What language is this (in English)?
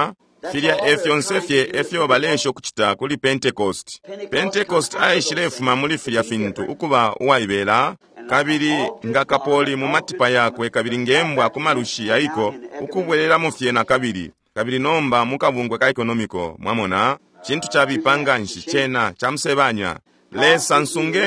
Bemba